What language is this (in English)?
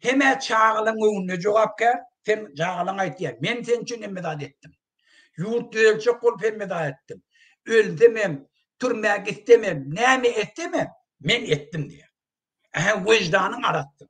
Turkmen